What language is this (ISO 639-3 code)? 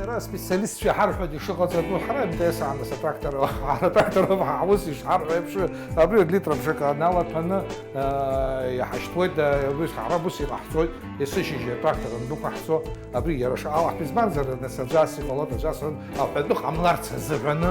abk